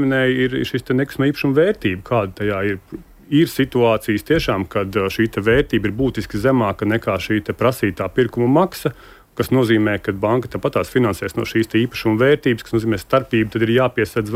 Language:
Latvian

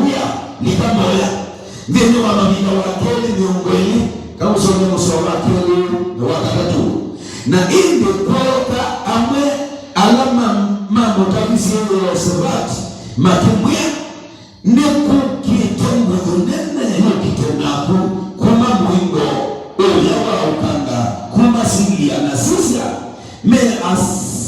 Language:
Kamba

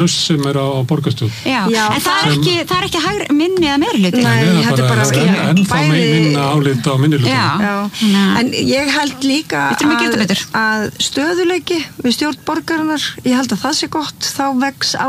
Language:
Icelandic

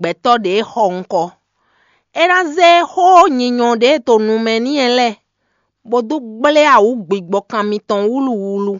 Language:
Fon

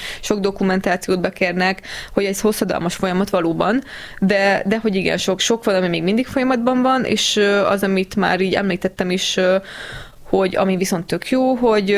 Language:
Hungarian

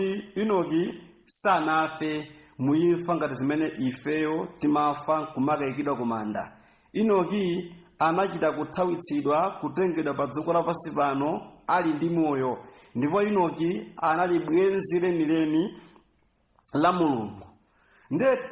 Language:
Nyanja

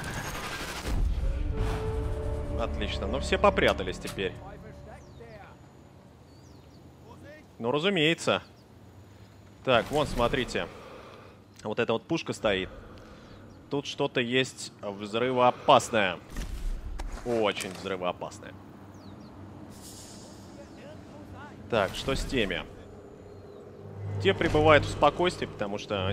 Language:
Russian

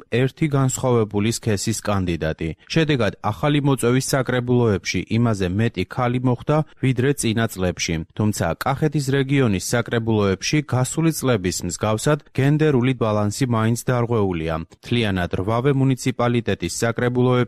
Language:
Georgian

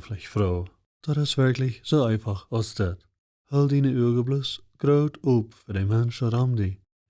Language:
Plautdietsch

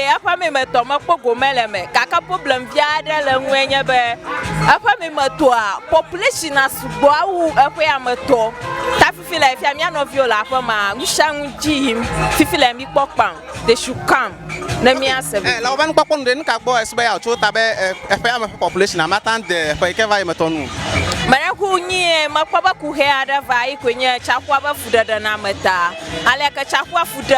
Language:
Ewe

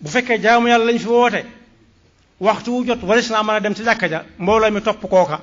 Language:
Wolof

